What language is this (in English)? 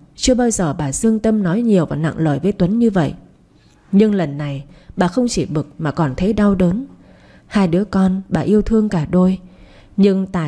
Vietnamese